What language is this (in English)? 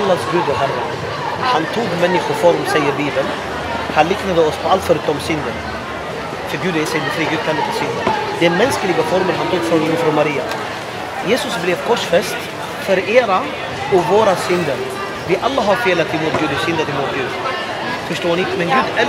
Swedish